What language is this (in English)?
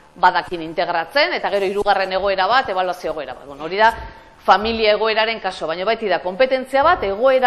Basque